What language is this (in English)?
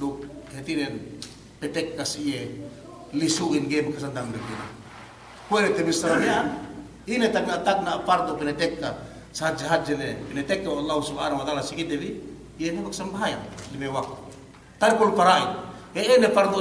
Yakan